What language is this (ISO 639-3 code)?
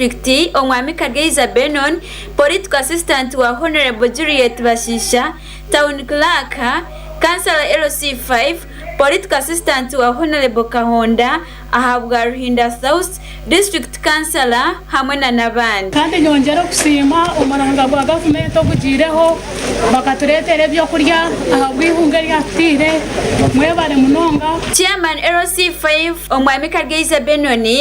nyn